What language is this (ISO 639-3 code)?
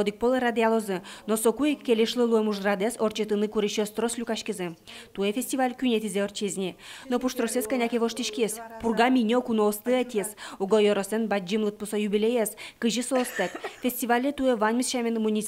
udm